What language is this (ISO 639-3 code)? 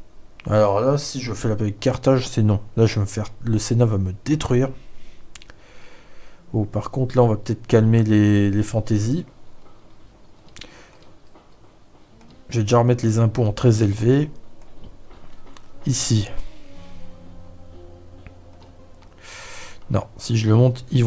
fra